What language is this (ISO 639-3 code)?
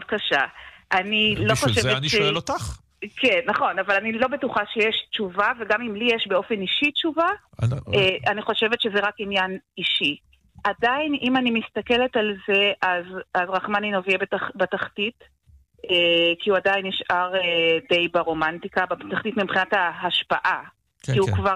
heb